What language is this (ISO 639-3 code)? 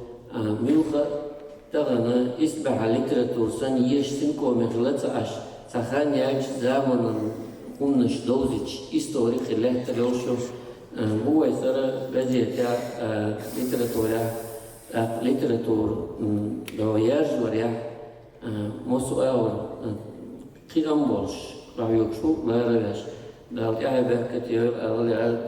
che